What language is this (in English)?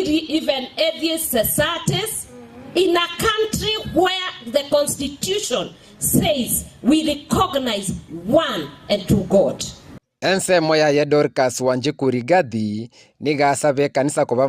Gusii